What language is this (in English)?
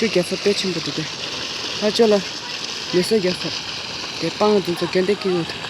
Tibetan